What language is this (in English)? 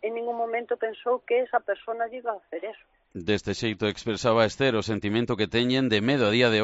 Galician